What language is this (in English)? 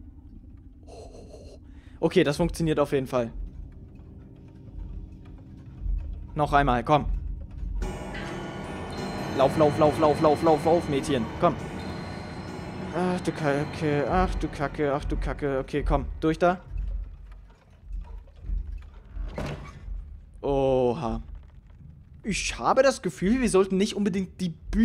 German